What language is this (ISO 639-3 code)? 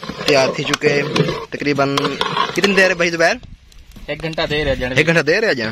skr